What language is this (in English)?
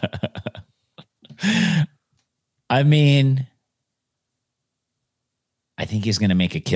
English